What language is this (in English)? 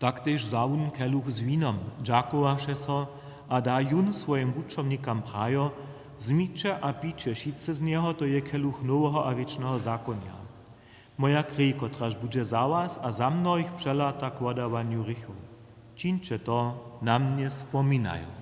Upper Sorbian